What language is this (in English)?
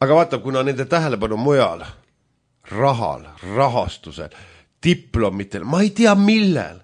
Estonian